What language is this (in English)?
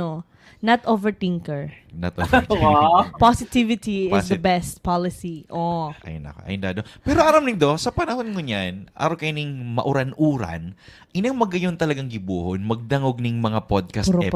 Bikol